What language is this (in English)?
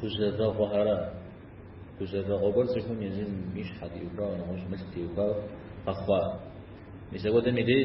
Kabardian